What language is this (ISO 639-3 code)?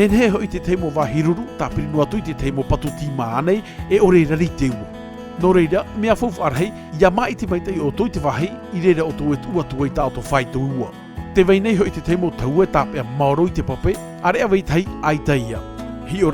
tah